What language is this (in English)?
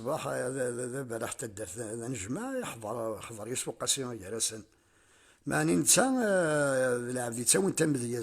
Kabyle